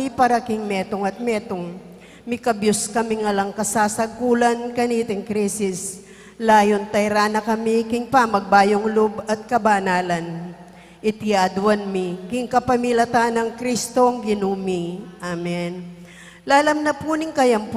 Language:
Pampanga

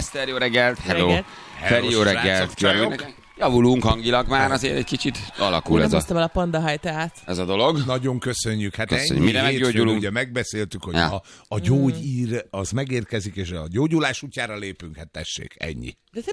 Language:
Hungarian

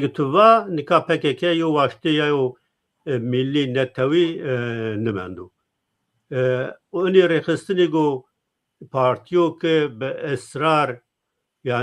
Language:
Zaza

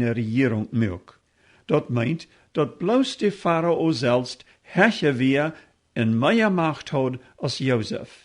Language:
Plautdietsch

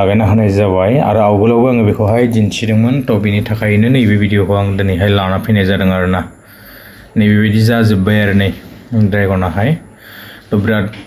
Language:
Bodo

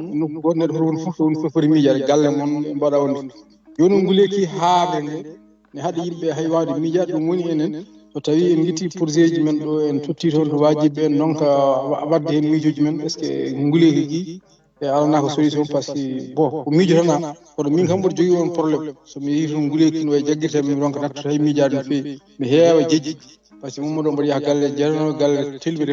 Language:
Fula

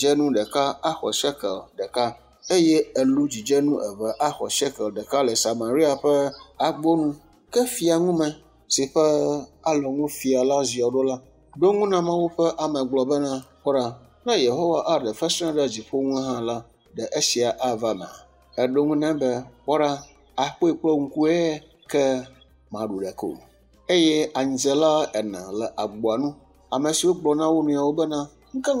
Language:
Ewe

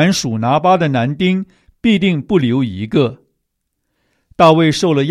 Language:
Chinese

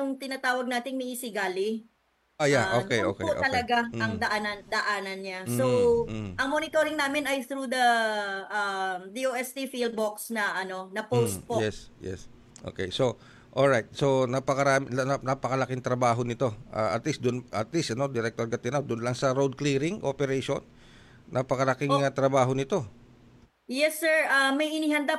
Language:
Filipino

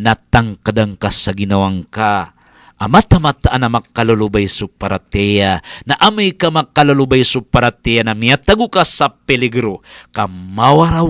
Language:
Maranao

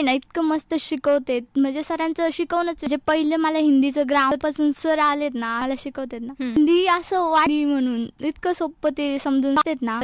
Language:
Marathi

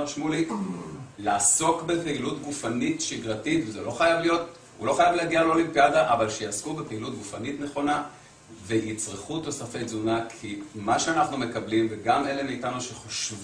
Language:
Hebrew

